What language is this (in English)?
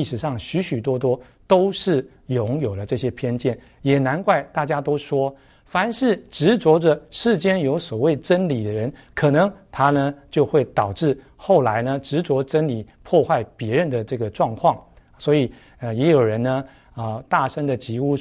Chinese